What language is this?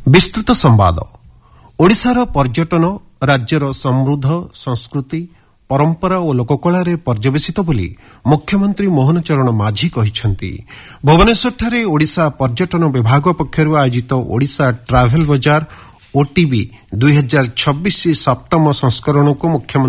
Odia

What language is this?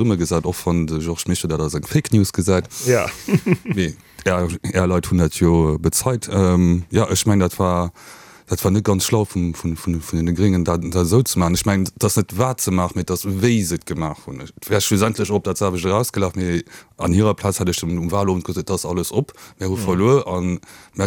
Luxembourgish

